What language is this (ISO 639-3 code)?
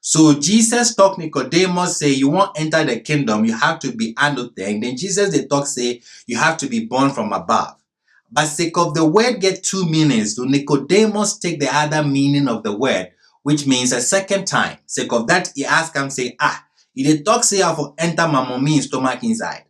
gpe